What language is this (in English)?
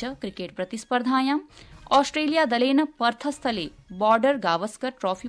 Sanskrit